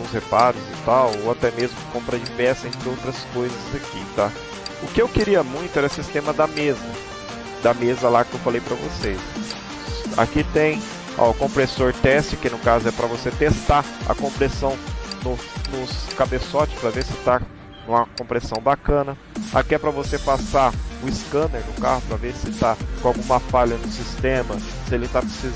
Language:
Portuguese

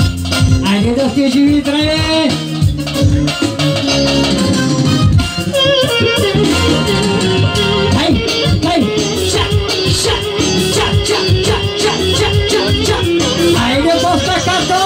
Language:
Bulgarian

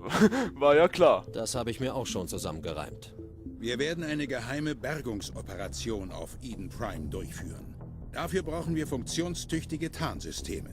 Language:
Swiss German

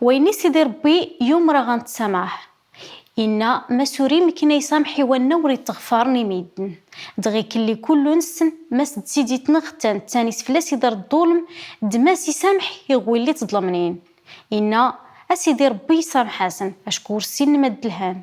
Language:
Kabyle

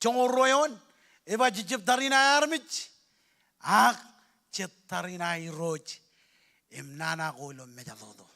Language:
Marshallese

